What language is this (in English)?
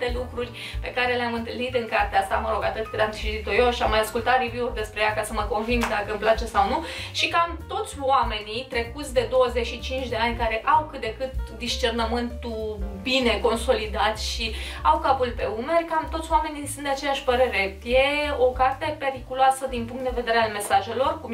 Romanian